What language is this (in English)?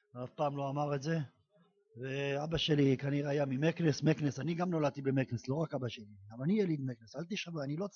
Hebrew